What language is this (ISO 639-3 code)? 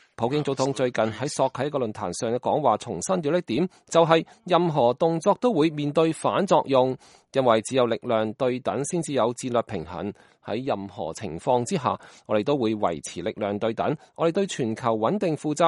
yue